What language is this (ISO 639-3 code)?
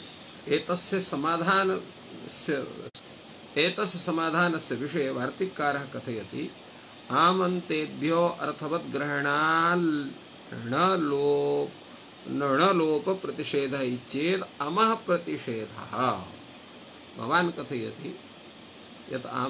san